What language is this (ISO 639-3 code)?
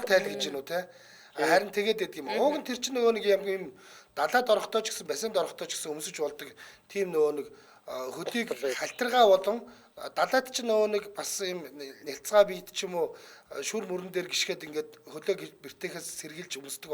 mon